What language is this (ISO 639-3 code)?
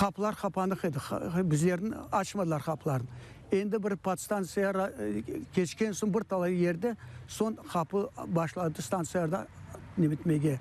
crh